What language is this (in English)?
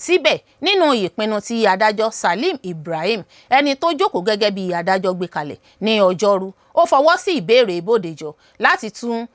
Yoruba